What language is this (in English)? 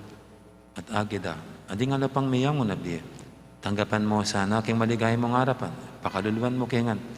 Pampanga